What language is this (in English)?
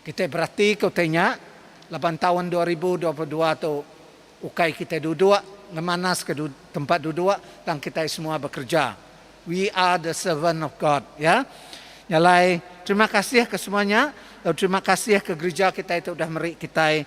Iban